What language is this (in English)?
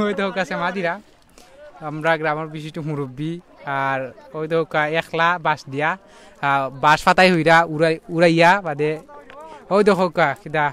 Sylheti